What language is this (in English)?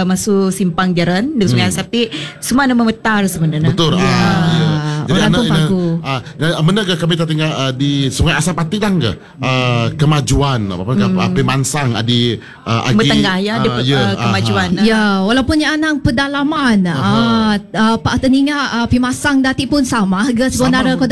Malay